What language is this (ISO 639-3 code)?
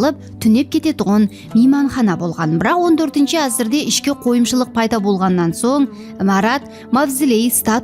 kaa